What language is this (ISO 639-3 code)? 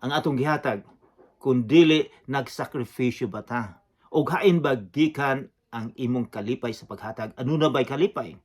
ceb